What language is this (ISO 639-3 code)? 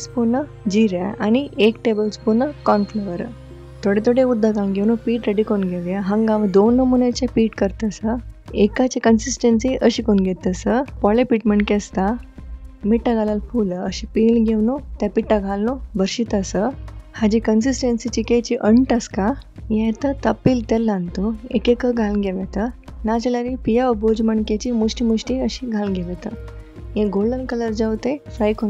kok